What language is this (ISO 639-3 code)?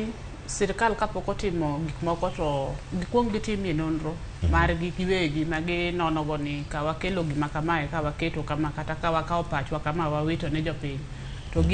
luo